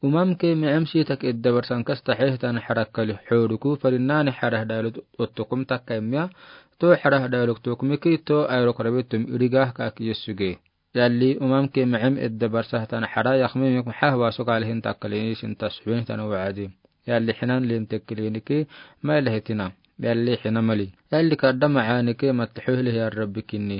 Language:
Afar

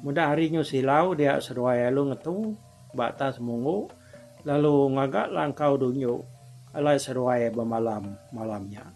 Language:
Iban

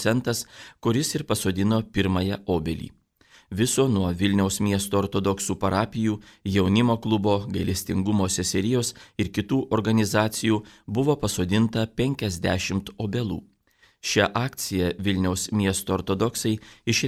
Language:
Lithuanian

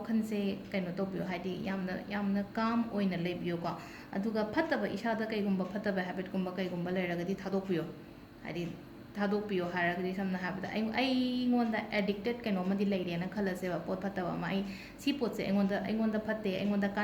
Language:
Manipuri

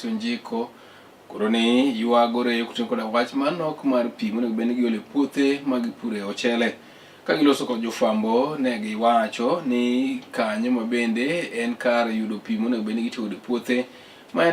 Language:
Luo (Kenya and Tanzania)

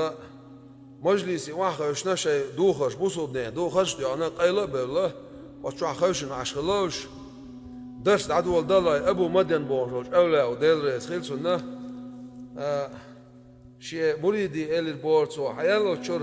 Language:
Chechen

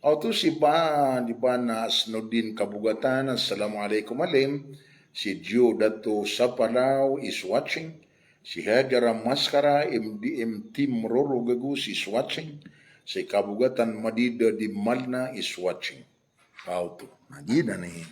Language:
Maranao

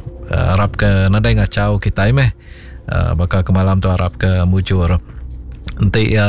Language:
Iban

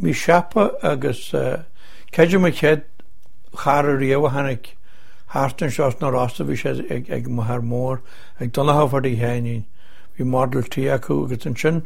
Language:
Irish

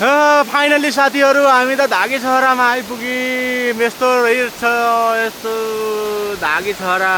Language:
Nepali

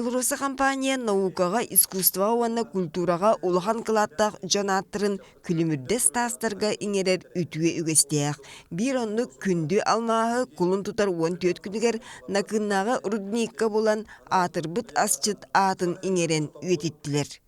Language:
Yakut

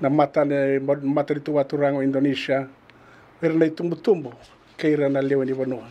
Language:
Fijian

